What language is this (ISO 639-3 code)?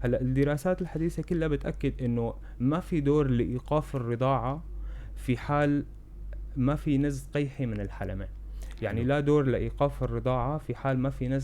apc